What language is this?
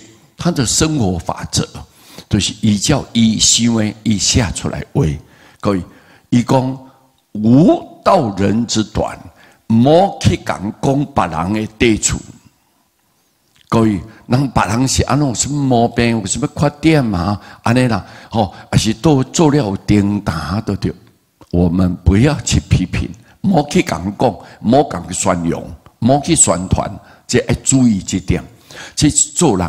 Min Nan Chinese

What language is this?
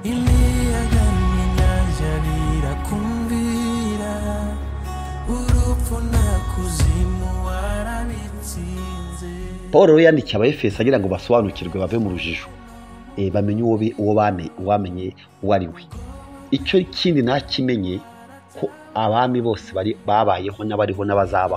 Kinyarwanda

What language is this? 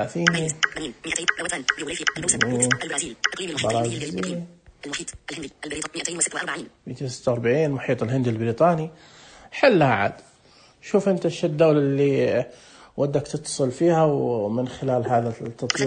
Najdi Arabic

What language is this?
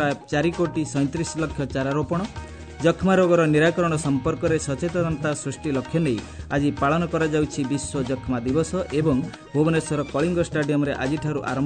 Odia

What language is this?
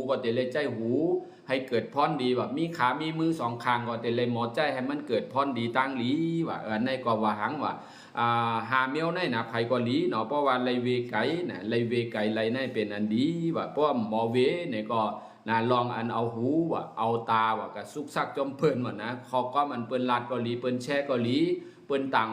Shan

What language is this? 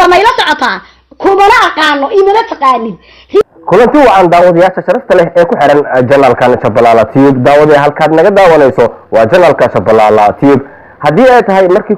Somali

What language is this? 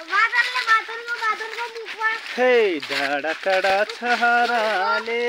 Nepali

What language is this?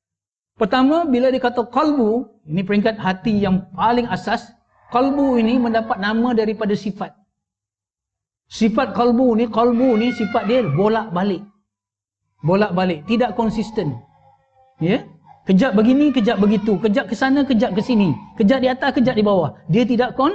Malay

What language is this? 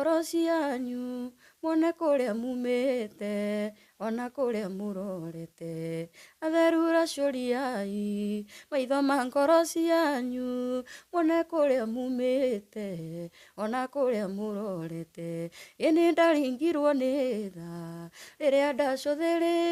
Kikuyu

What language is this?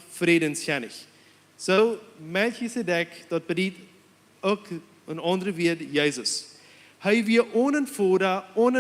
Plautdietsch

